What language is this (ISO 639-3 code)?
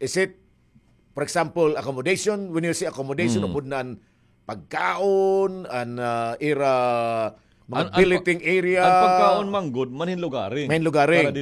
war